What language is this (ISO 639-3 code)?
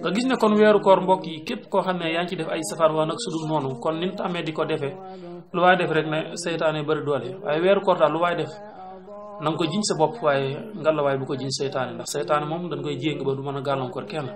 wol